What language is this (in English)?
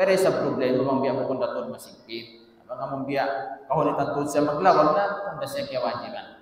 Tausug